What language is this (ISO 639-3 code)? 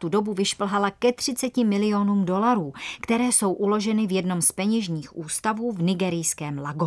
ces